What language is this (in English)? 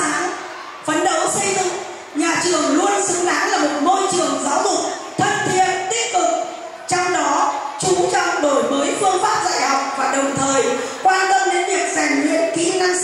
Vietnamese